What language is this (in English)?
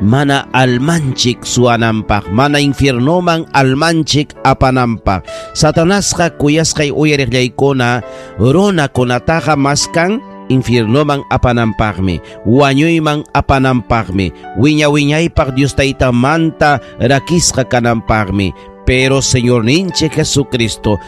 Ayacucho Quechua